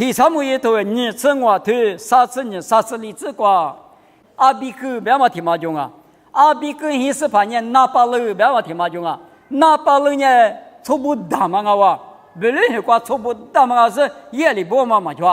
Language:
Lisu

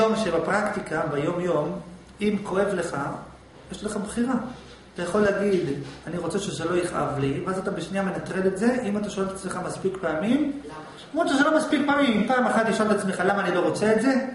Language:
Hebrew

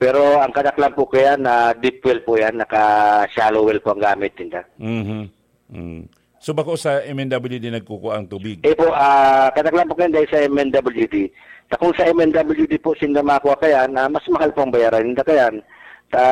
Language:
Bikol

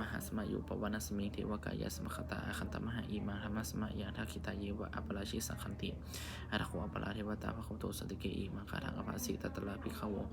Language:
Pali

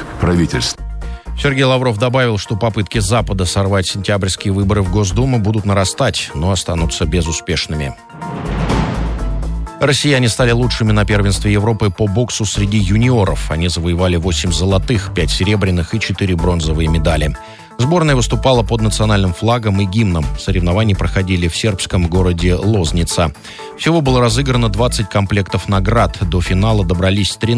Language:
Russian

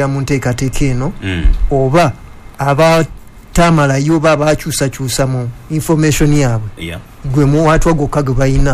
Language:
Ganda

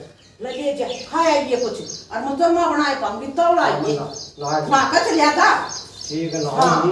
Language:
Haryanvi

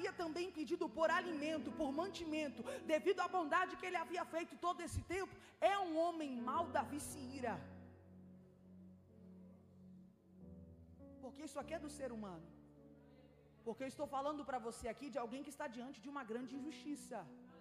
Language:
Portuguese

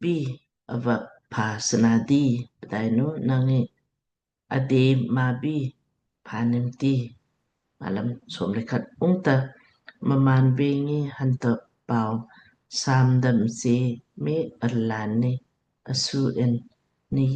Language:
Lamkang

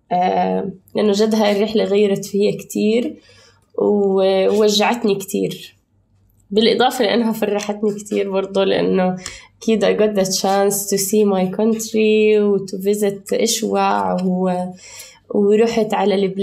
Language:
North Levantine Arabic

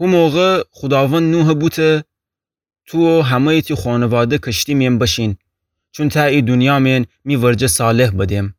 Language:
Gilaki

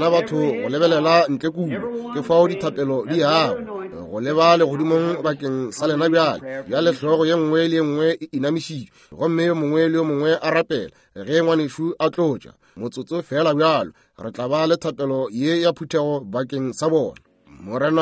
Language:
Northern Sotho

